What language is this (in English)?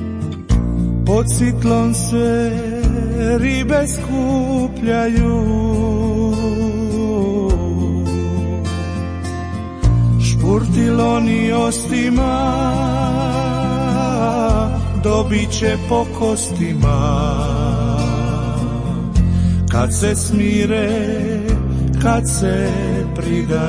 Croatian